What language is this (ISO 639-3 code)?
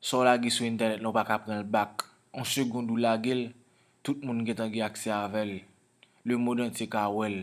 hat